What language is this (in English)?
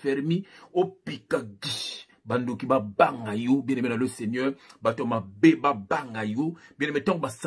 Lingala